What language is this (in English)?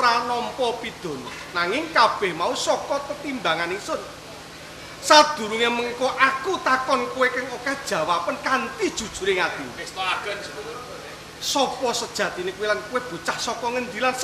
Javanese